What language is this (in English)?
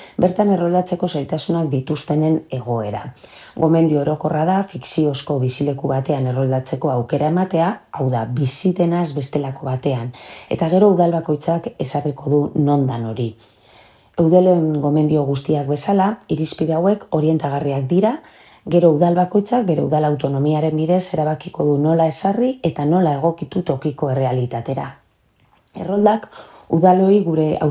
Basque